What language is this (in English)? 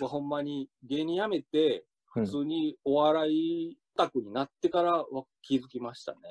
Japanese